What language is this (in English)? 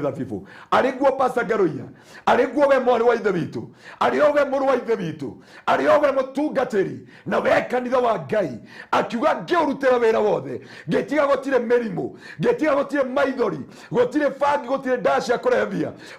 Kikuyu